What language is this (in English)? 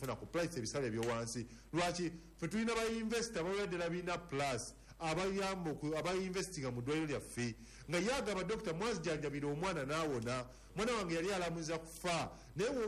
Ganda